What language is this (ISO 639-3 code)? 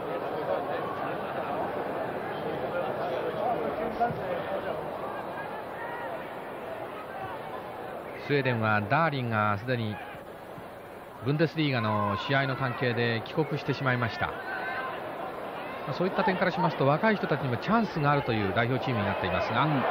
jpn